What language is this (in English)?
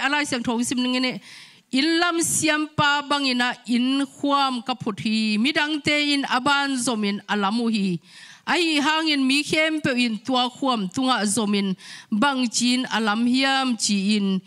Tedim Chin